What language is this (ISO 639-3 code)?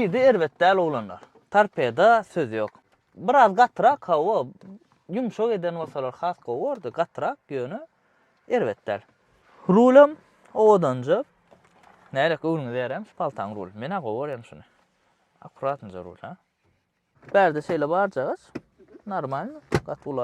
tuk